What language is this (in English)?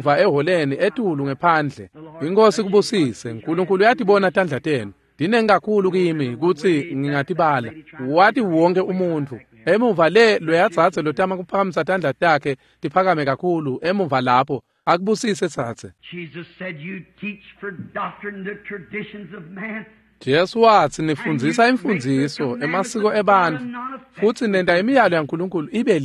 Swati